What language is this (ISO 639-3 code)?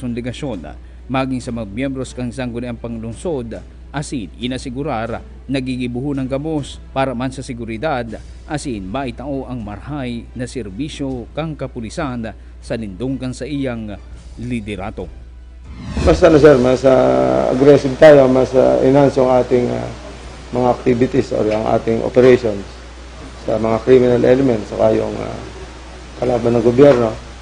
bik